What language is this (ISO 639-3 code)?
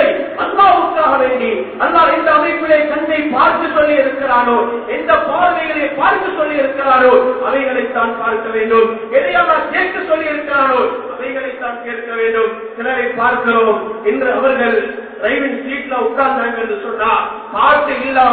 tam